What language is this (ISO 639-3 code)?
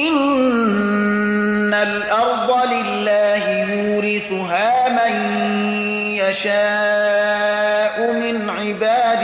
fas